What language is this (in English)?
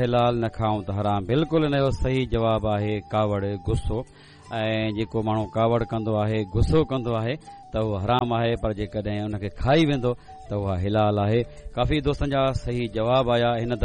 Sindhi